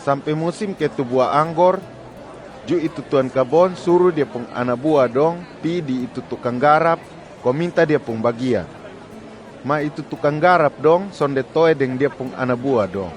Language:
Kupang Malay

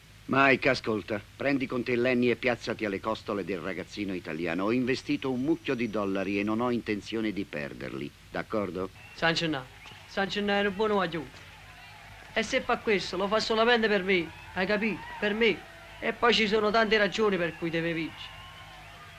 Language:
Italian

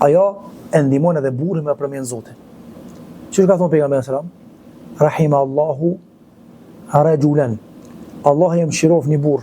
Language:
Albanian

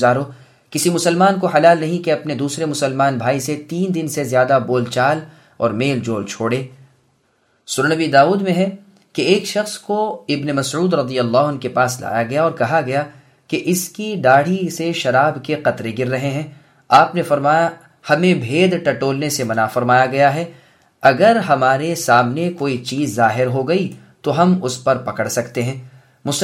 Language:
Urdu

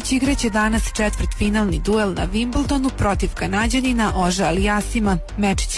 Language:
Serbian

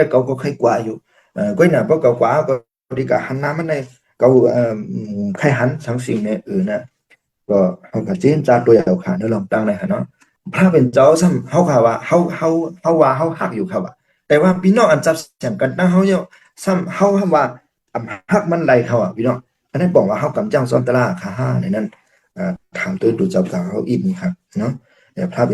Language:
Shan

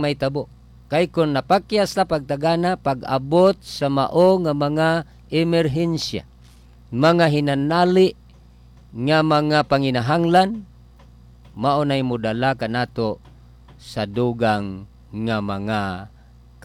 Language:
Cebuano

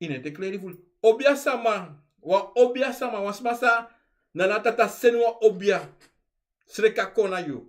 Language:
Sranan Tongo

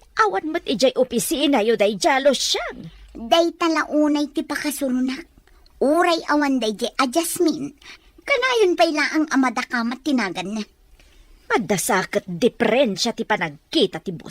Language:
Iloko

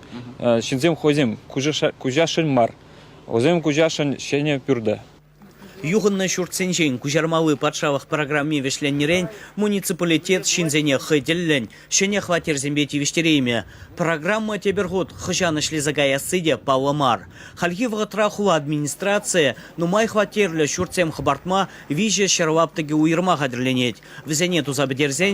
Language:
Chuvash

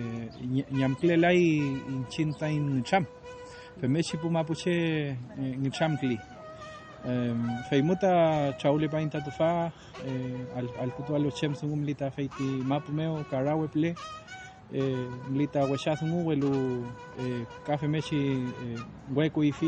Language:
Mapuche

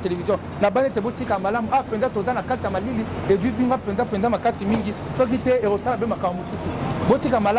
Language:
Lingala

